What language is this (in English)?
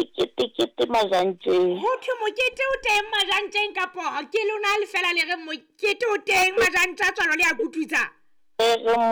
Southern Sotho